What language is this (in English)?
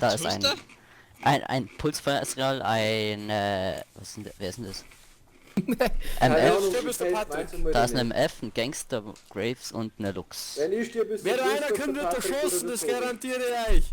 Bavarian